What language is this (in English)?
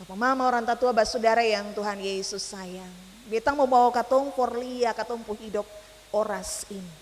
Ambonese Malay